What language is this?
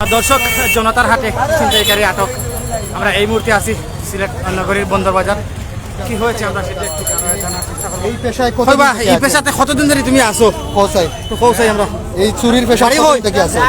Sylheti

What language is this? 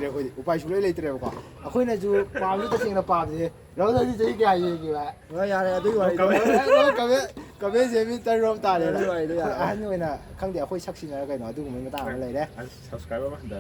Manipuri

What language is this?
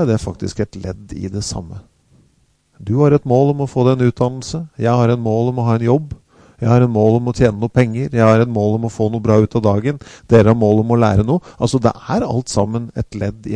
Norwegian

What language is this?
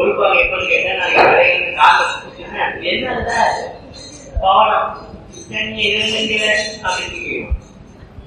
Tamil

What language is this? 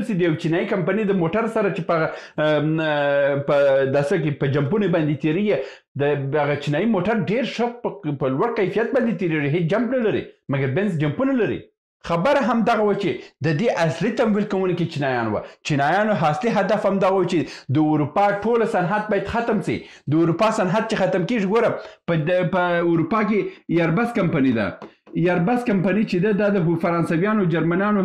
Pashto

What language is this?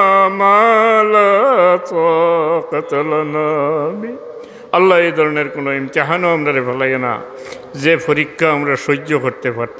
Sylheti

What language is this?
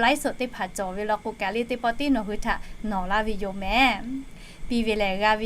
Lahu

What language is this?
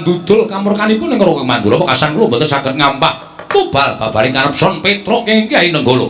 Javanese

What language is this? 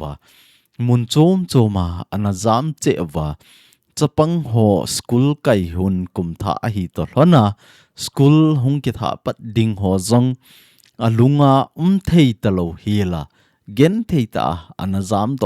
Thado Chin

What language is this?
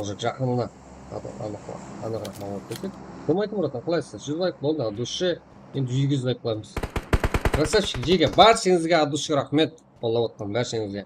Kara-Kalpak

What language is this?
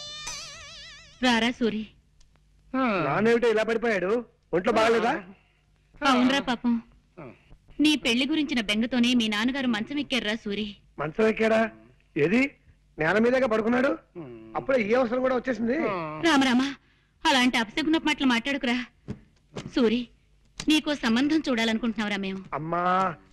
Telugu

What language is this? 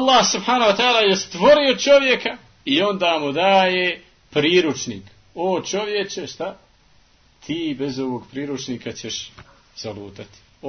Bosnian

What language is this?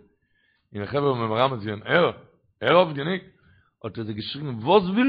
Yiddish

